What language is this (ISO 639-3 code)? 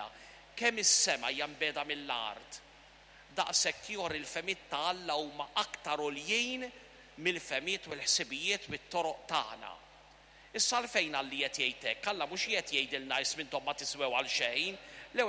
mlt